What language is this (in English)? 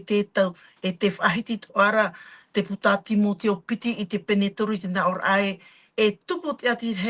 Tahitian